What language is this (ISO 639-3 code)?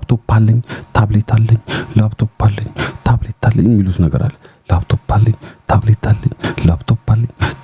amh